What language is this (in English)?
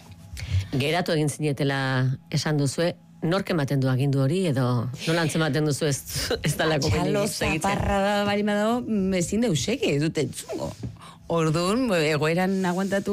Basque